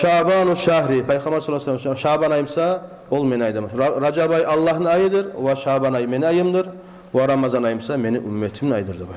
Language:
Kumyk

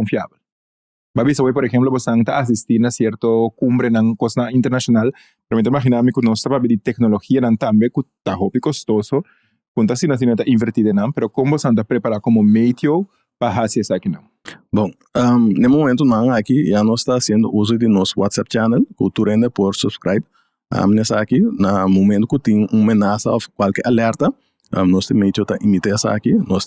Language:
Papiamento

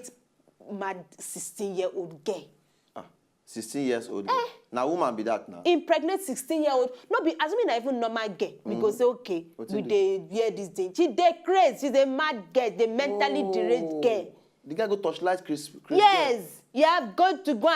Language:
Nigerian Pidgin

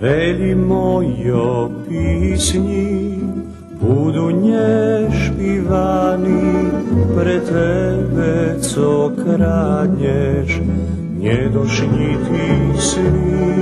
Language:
Rusyn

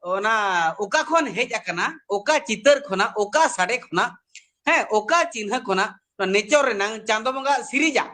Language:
Santali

